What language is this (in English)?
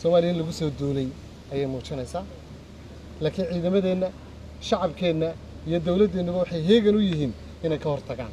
Somali